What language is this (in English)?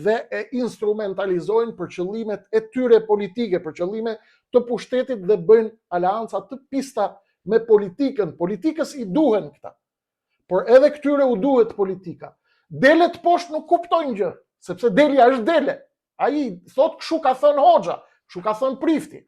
Albanian